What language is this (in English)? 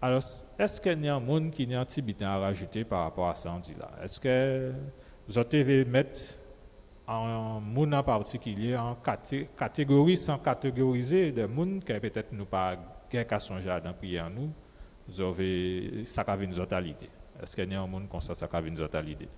Guadeloupean Creole French